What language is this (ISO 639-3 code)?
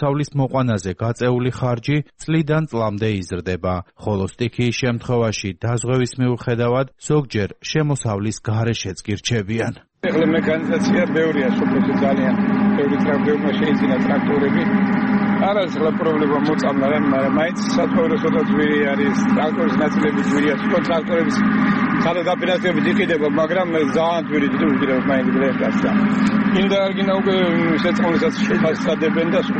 kat